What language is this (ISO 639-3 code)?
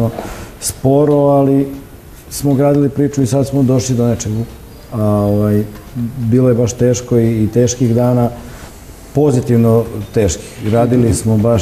srp